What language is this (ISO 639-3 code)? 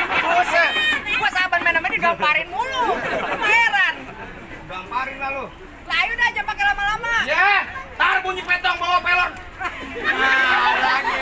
bew